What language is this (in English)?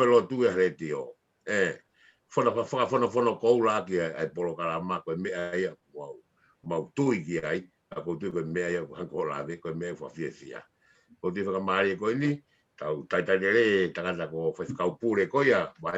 Tongan